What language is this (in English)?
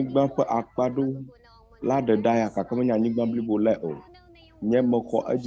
Ewe